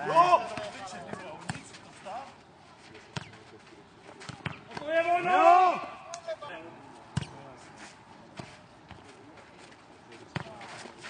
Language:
Czech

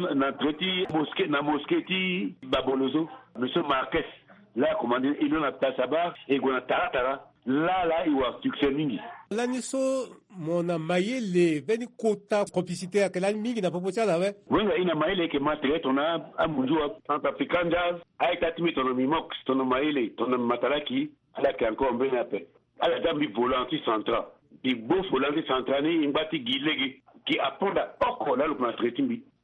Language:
Sango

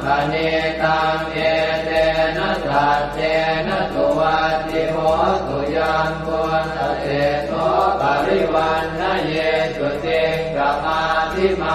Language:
Pali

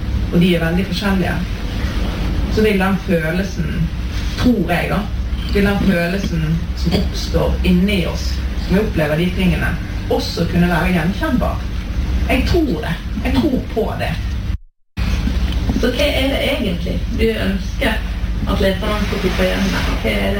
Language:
Norwegian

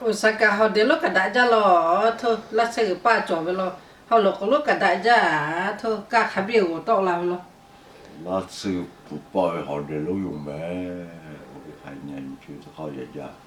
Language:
Lahu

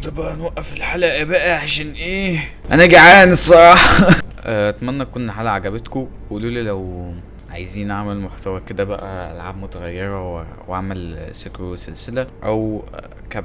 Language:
Egyptian Arabic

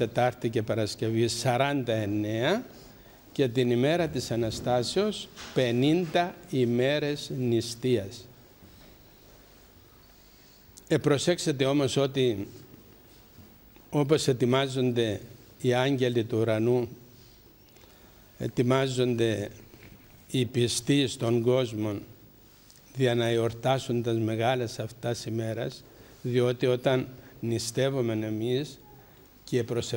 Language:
Greek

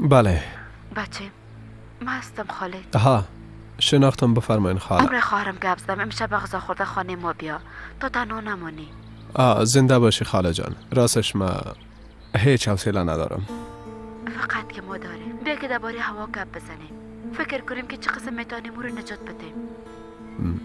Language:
Persian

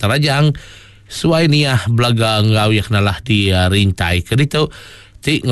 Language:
Iban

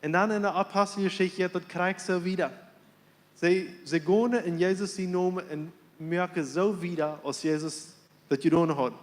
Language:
Plautdietsch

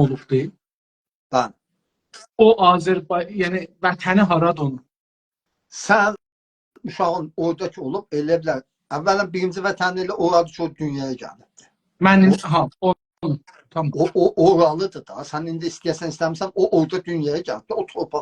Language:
South Azerbaijani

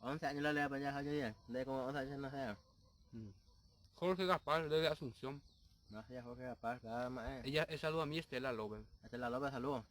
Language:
Guarani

